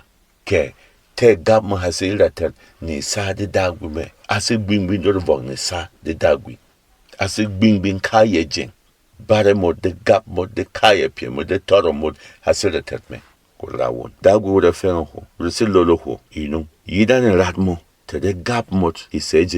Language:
Berom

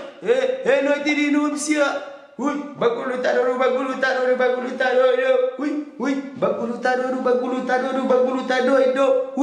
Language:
Kabuverdianu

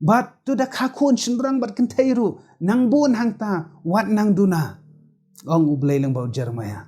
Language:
Khasi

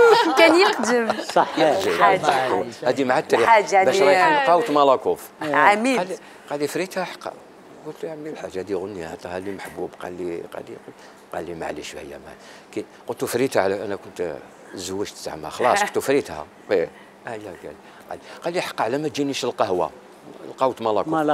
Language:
Algerian Arabic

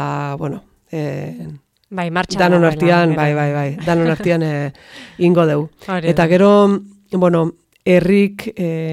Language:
Basque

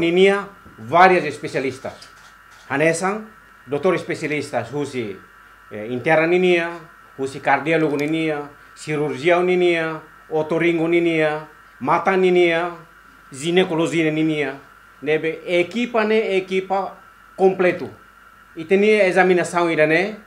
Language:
Tetum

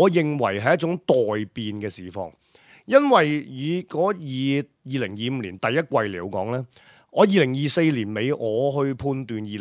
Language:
Cantonese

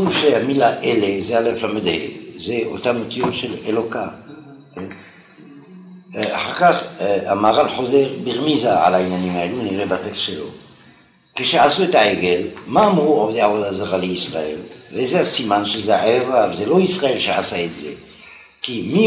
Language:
Hebrew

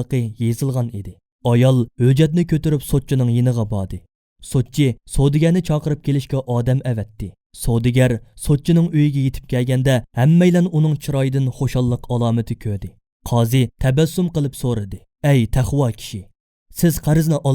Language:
Uyghur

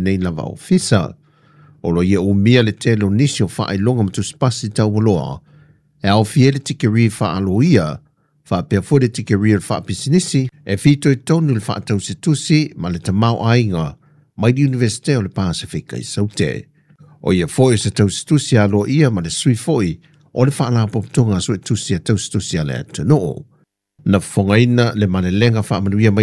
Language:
Samoan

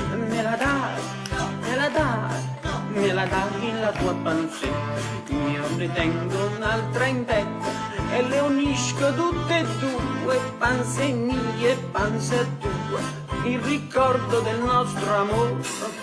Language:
Neapolitan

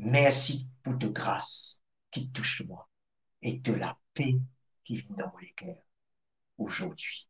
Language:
Morisyen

